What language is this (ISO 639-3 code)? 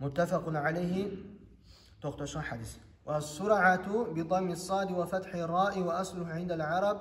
kum